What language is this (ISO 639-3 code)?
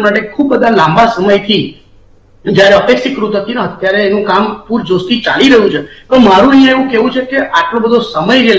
guj